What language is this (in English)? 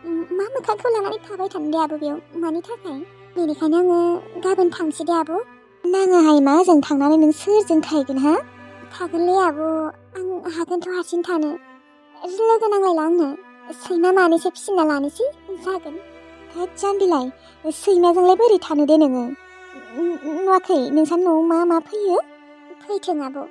Bodo